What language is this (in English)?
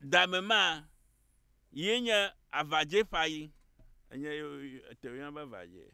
Ewe